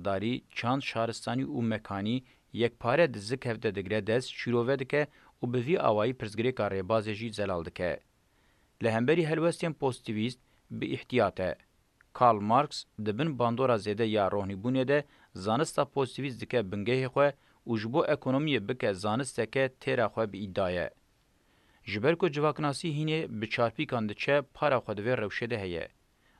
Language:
Kurdish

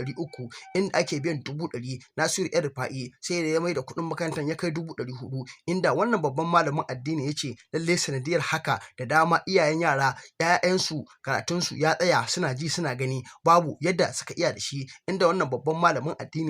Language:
Hausa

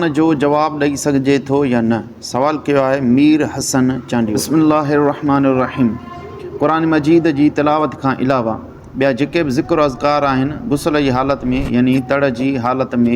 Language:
Sindhi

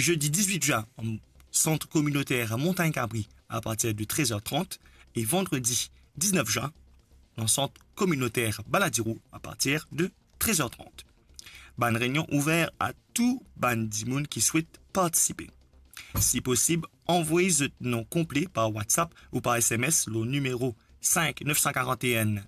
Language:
Morisyen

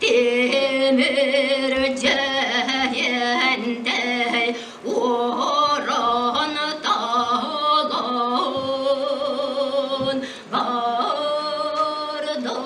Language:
Yakut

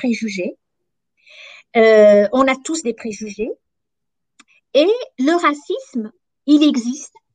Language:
French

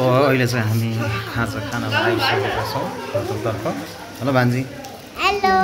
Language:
Nepali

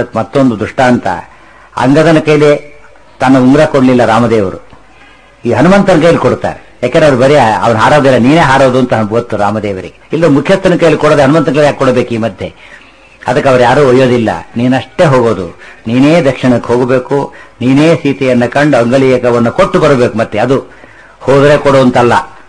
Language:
Kannada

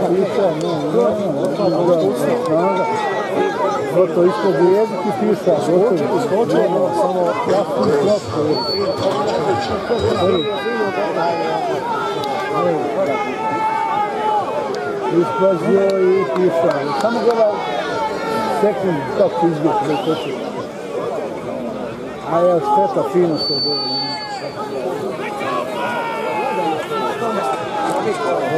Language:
Croatian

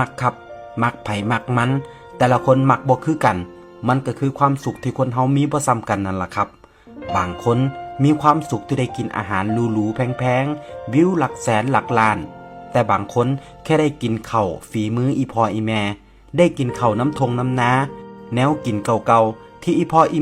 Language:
Northeastern Thai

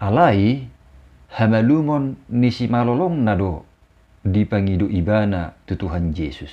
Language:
Batak Toba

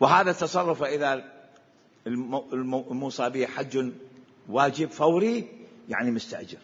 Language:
Mesopotamian Arabic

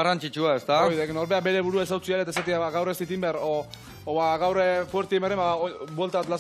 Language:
Basque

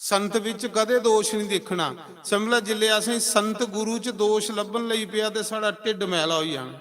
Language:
Dogri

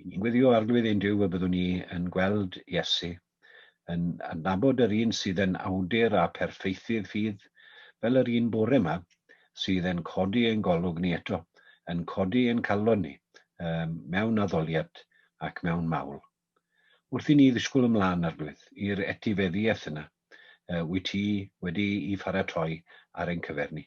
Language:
Welsh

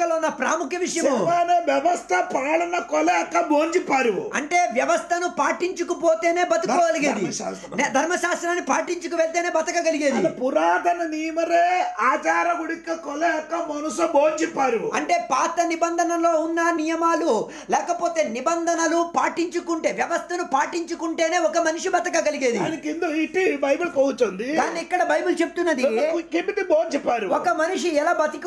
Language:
Telugu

